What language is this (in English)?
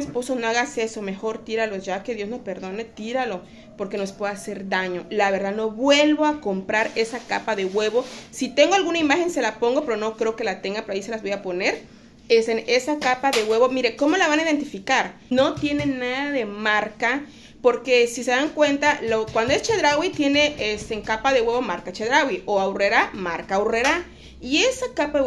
Spanish